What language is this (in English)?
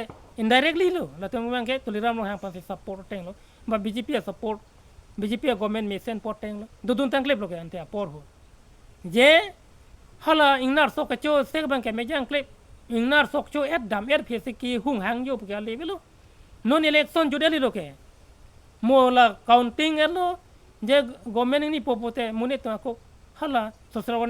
Karbi